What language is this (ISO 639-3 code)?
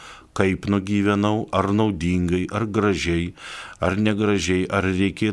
lit